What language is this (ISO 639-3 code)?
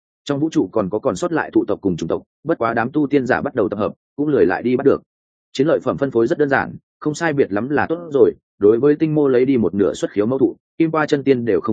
vie